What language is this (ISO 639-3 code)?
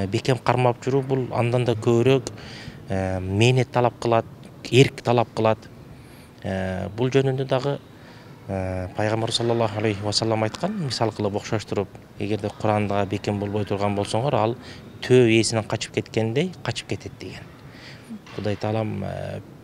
kir